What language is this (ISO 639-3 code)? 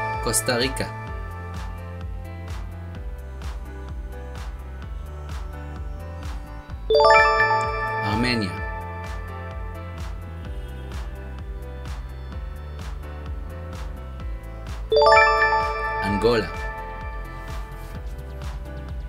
heb